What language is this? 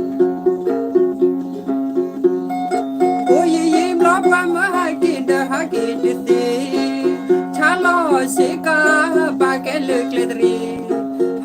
S'gaw Karen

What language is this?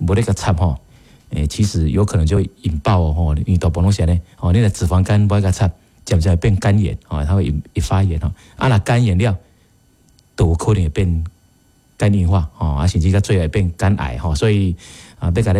Min Nan Chinese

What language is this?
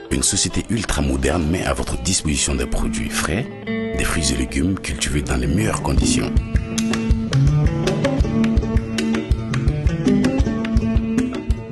French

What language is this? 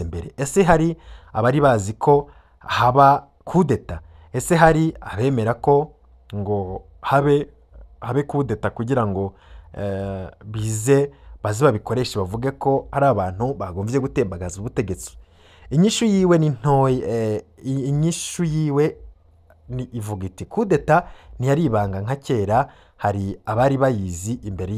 Rundi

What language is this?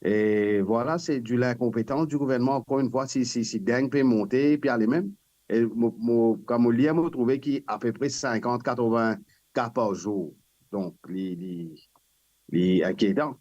Morisyen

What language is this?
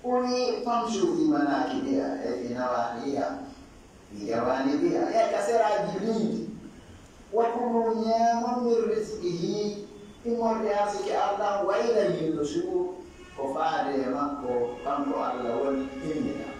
Fula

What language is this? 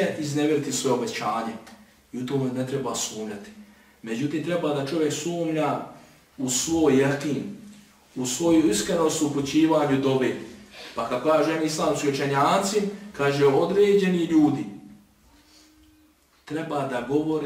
Bosnian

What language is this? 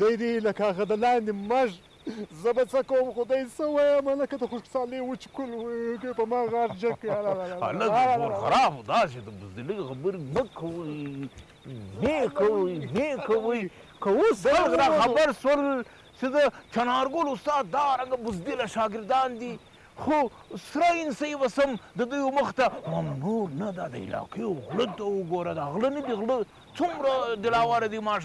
Brahui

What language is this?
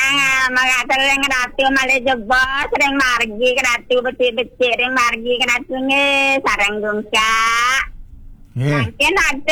Balinese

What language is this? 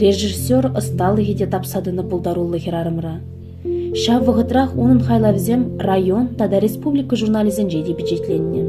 Chuvash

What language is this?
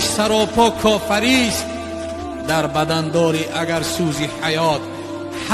Tajik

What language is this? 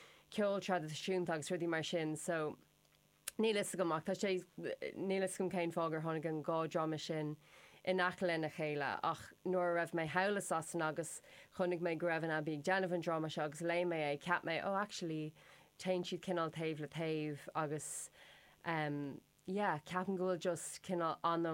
Irish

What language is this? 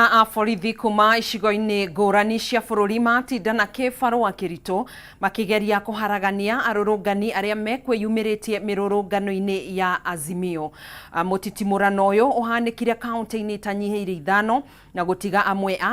Kikuyu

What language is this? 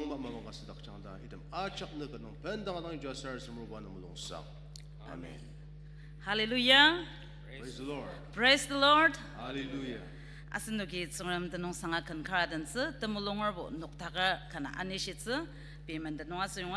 Ao Naga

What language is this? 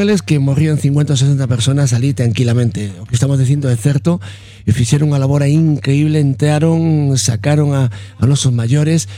Galician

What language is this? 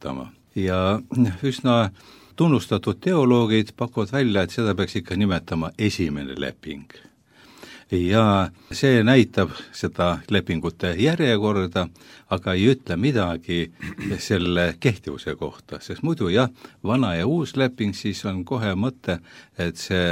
Estonian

